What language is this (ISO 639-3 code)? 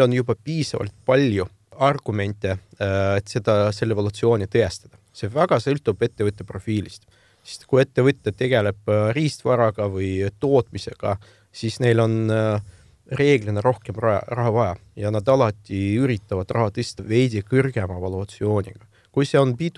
est